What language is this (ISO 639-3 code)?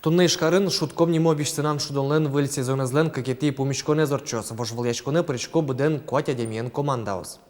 udm